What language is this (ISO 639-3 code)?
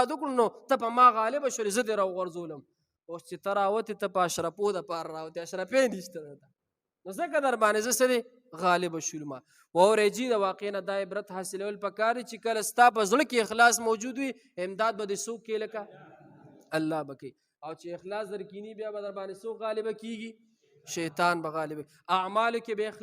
pus